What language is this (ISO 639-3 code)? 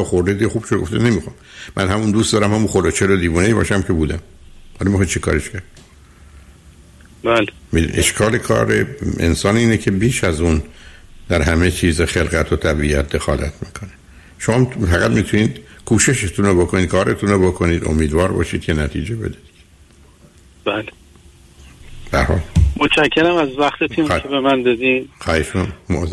fas